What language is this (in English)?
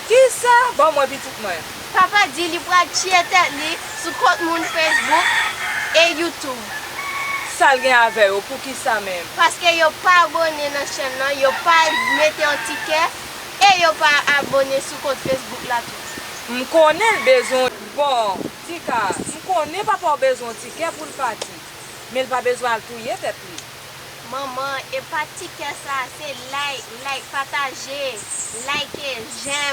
Haitian Creole